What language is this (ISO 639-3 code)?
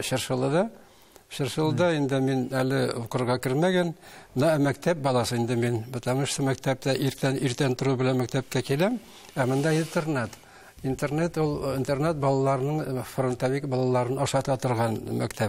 tat